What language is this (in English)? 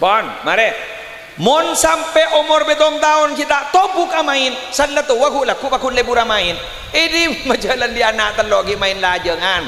Madurese